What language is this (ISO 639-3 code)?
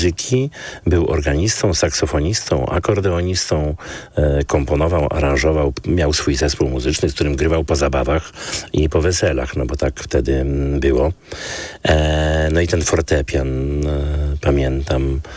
pol